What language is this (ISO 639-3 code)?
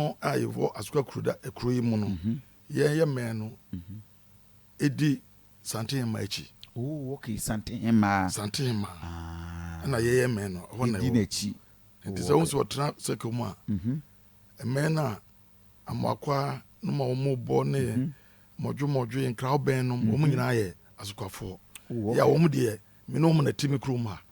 aka